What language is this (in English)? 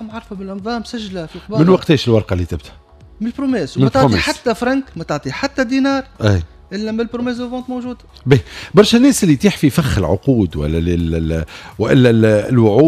Tunisian Arabic